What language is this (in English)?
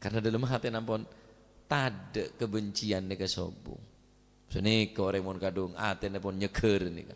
Madurese